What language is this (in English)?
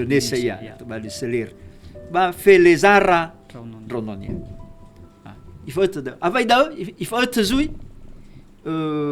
Nias